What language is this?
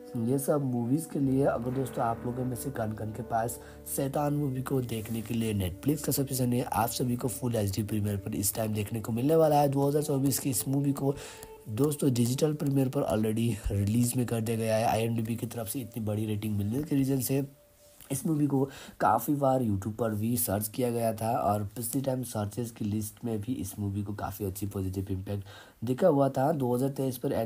Hindi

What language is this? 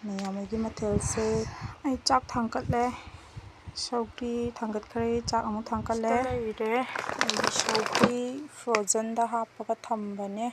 Manipuri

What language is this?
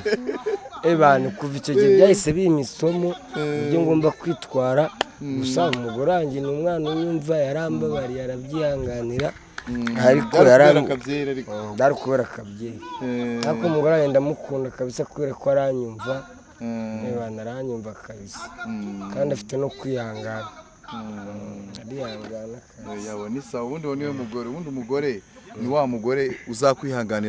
Kinyarwanda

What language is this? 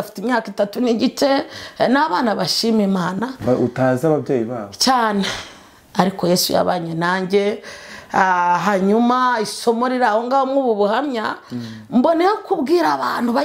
Kinyarwanda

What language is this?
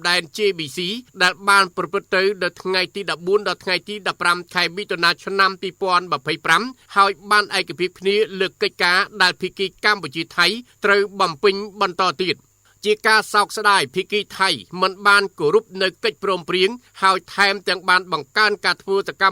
Khmer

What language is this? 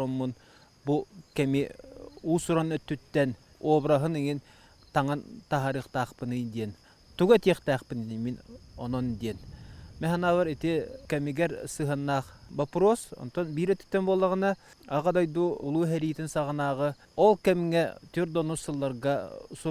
Yakut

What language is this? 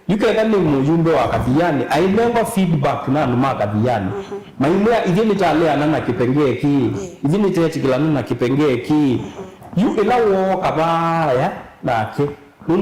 Kamba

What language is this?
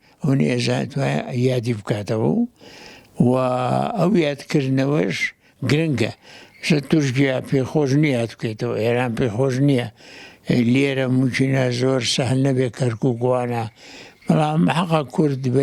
Central Kurdish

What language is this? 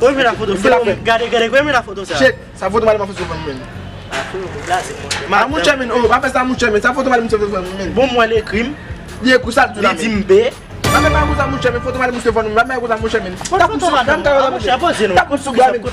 Haitian Creole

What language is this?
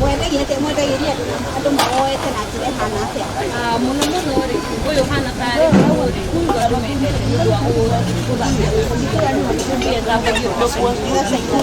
Kikuyu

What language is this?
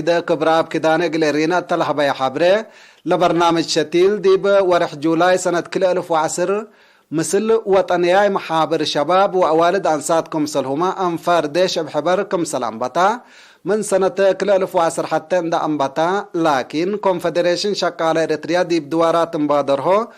Tigre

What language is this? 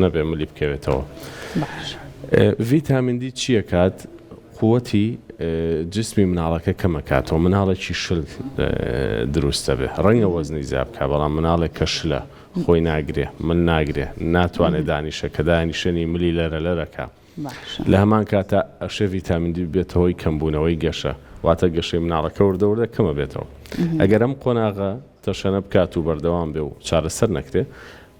Central Kurdish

